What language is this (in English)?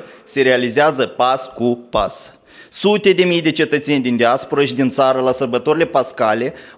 Romanian